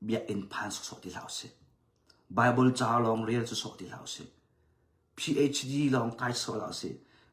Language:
Hakha Chin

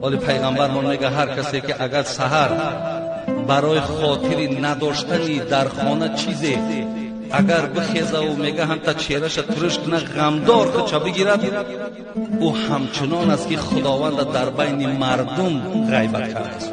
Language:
Tajik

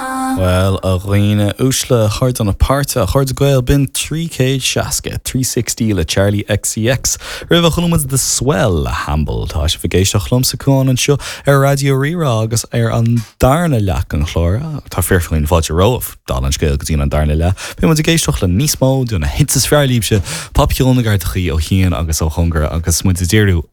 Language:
Irish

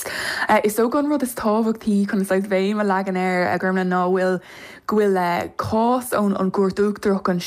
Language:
Irish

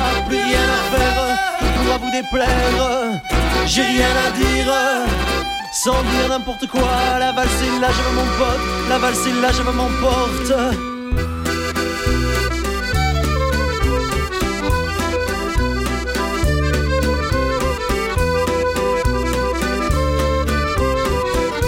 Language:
French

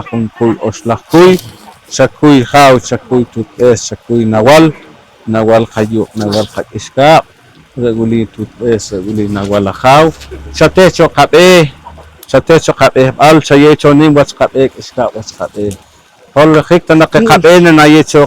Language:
Poqomchi'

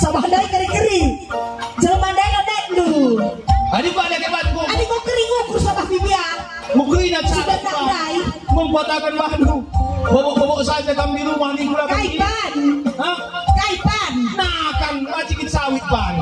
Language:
Batak Karo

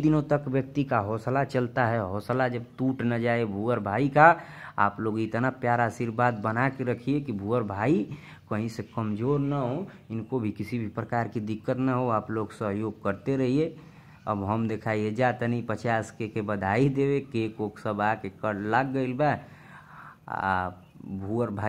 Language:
Bhojpuri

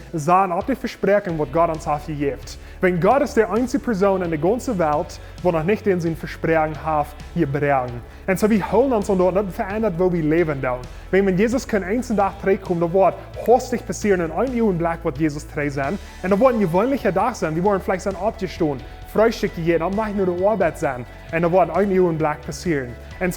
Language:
Plautdietsch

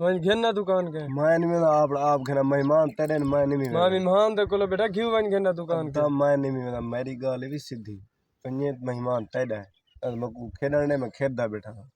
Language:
Saraiki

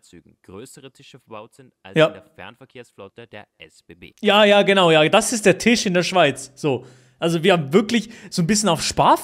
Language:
Swiss German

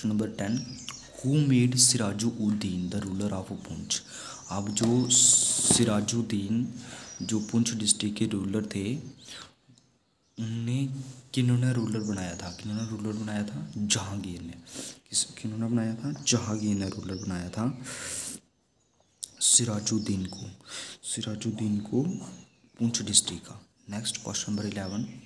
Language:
Hindi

